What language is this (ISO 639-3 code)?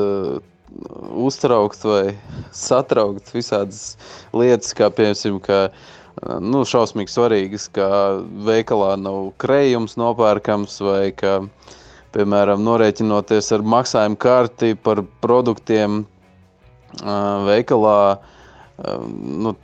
lav